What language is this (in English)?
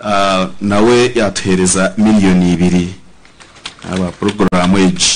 Nyankole